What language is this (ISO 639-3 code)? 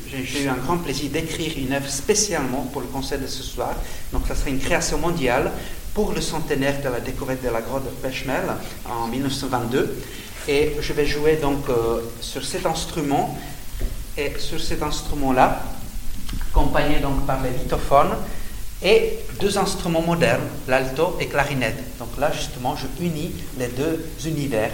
fra